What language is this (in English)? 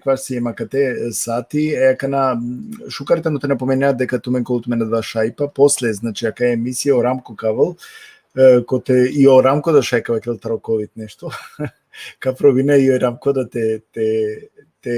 Balkan Romani